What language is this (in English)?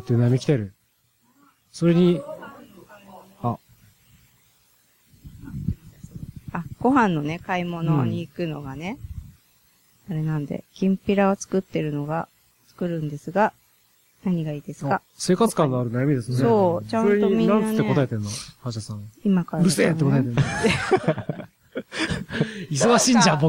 Japanese